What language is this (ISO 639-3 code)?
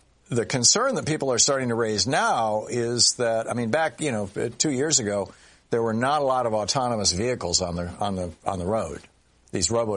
eng